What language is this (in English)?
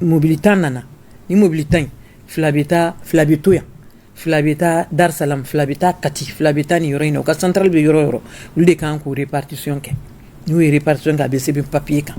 Bambara